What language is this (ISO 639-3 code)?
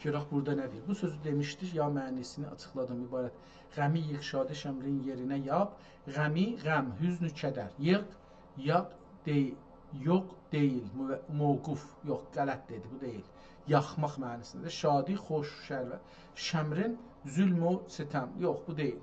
azb